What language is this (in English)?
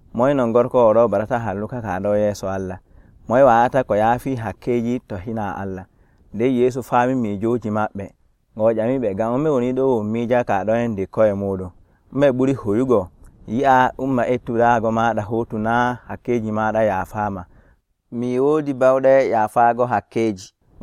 Nigerian Fulfulde